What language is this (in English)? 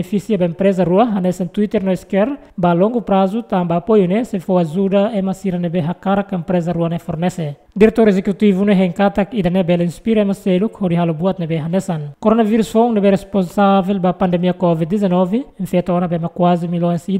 Tetum